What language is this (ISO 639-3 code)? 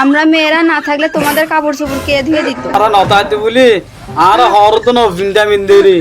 rhg